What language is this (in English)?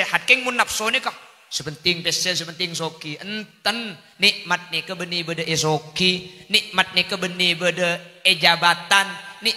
Madurese